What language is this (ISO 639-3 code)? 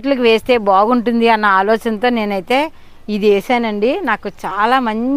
tel